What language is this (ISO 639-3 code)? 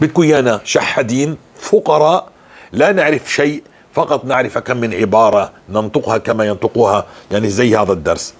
apc